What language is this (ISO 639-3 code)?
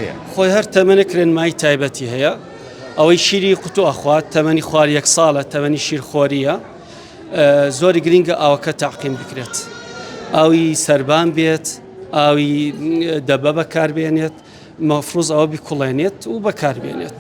ckb